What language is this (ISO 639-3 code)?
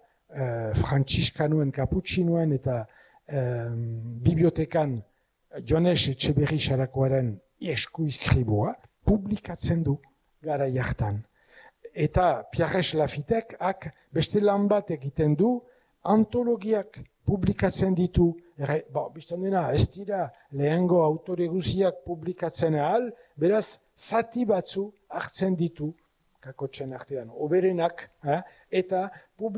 eus